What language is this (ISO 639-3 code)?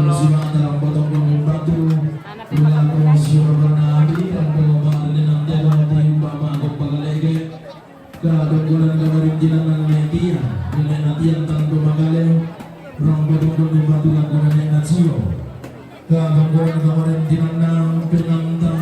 sda